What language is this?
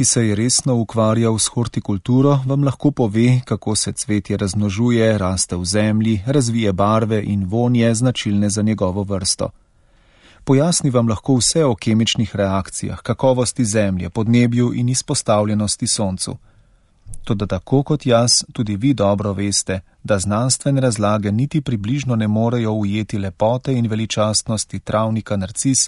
Slovenian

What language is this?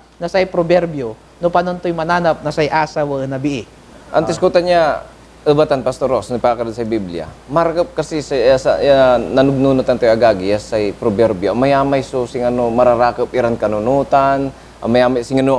Pangasinan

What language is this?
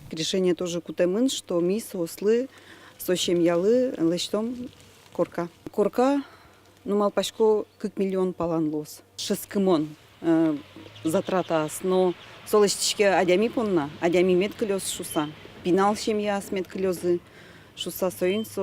Udmurt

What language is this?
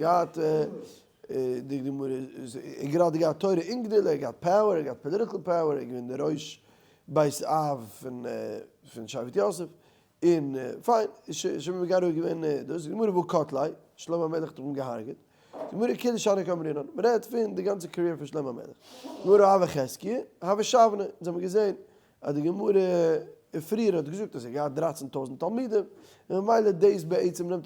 Yiddish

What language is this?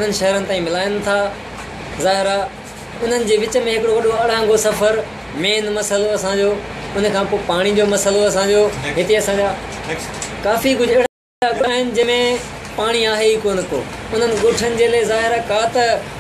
Sindhi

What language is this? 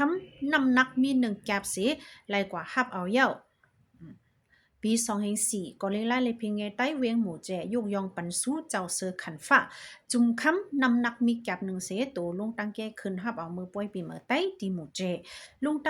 Shan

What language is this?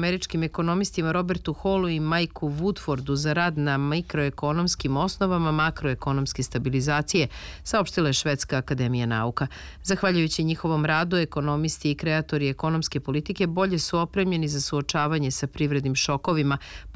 Serbian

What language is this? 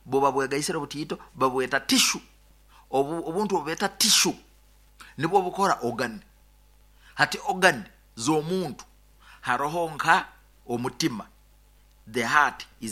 Nyoro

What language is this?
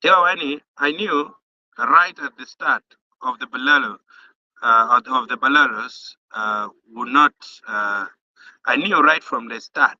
Acoli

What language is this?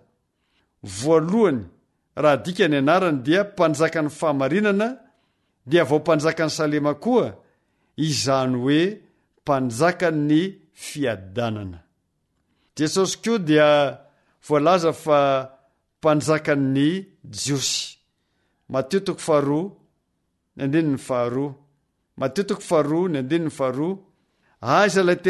Malagasy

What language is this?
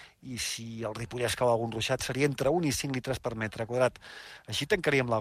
Catalan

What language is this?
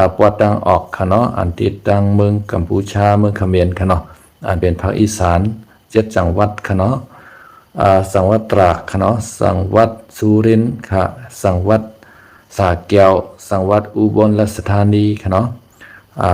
Shan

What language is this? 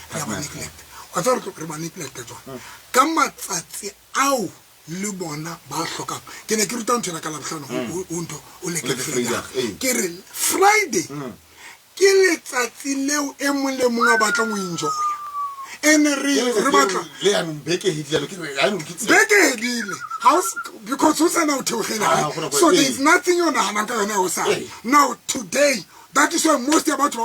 Tswana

